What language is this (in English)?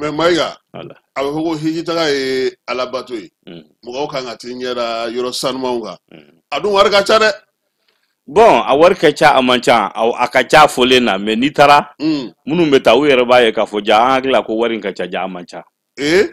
Bambara